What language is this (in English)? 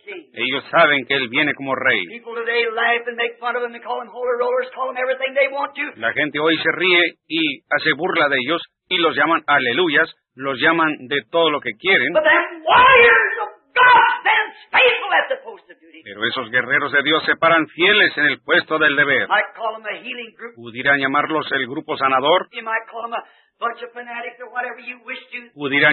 Spanish